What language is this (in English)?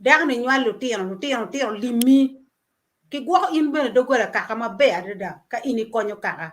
Acoli